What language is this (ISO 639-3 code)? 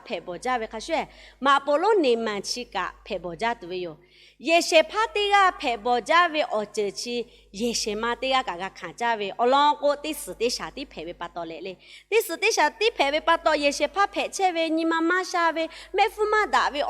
lhu